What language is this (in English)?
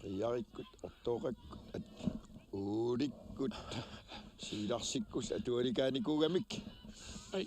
Kalaallisut